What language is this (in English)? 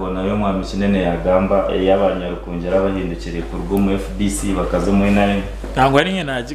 Nyankole